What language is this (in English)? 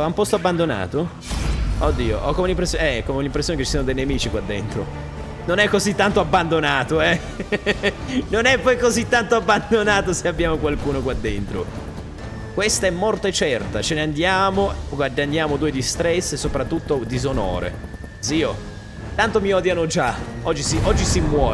Italian